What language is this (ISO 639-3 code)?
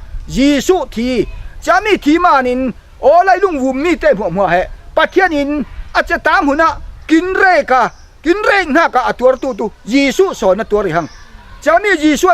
cfm